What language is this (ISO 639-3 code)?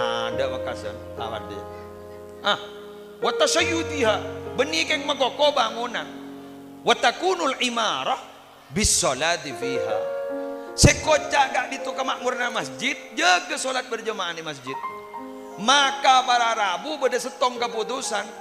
mad